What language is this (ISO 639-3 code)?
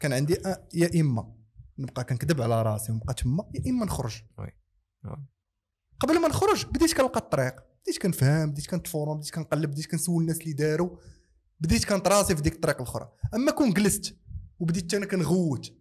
ary